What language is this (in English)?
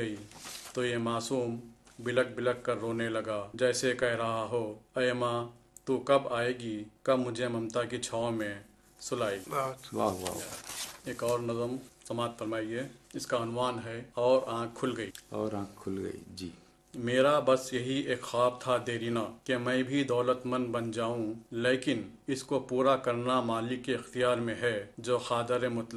Urdu